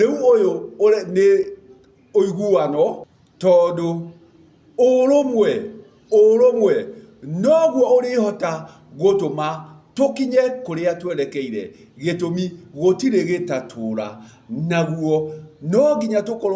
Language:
Kikuyu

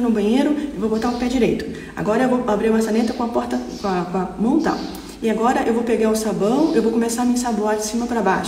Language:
Portuguese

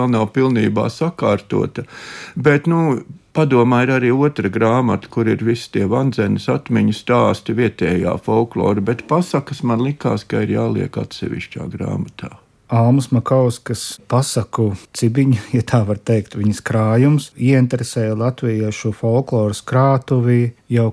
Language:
Latvian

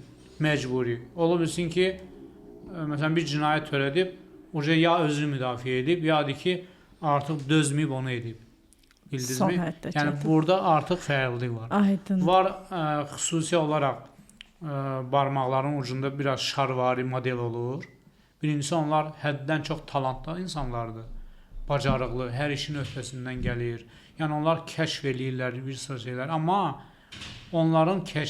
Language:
Azerbaijani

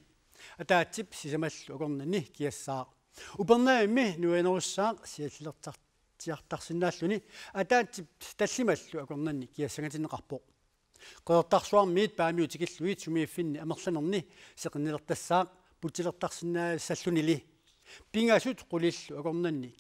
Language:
Kalaallisut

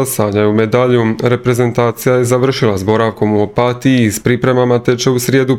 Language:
Croatian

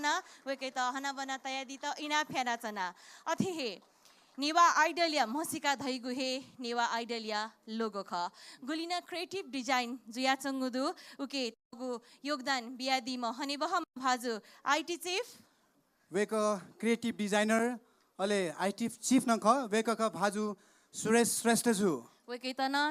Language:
Newari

